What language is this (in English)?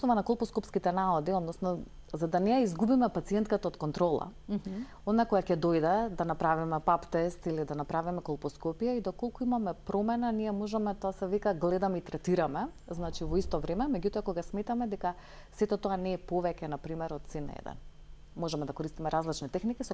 Macedonian